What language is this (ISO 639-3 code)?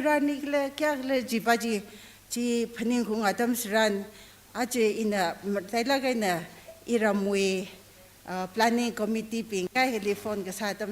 nmf